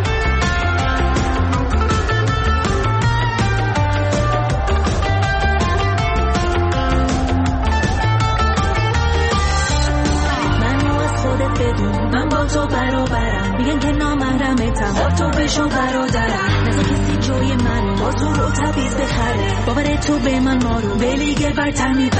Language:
Persian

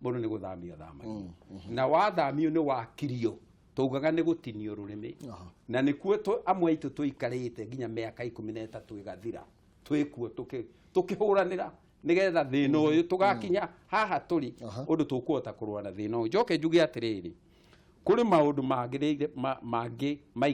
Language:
Kikuyu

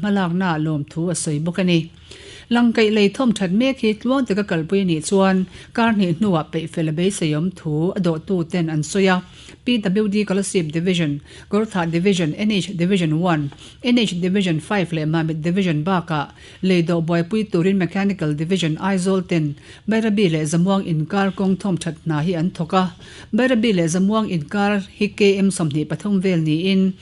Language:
Mizo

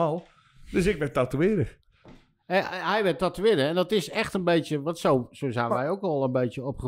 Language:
Dutch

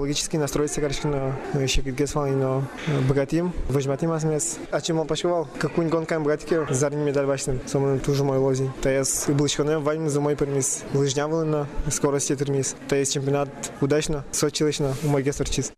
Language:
Udmurt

